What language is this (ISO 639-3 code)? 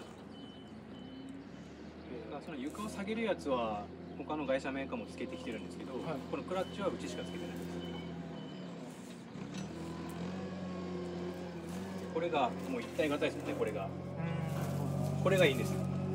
jpn